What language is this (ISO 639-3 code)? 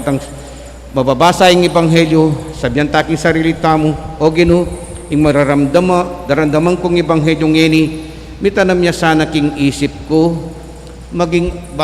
pam